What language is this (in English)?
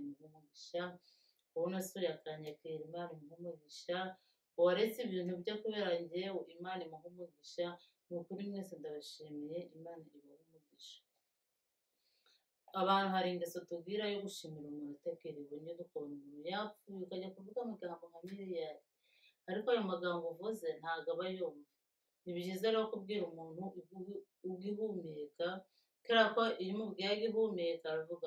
Kinyarwanda